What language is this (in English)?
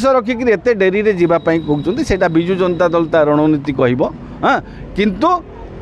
Odia